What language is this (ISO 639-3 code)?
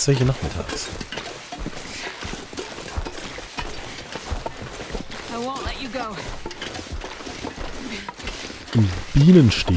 deu